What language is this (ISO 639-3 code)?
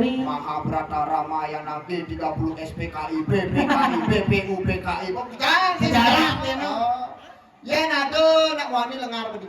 ban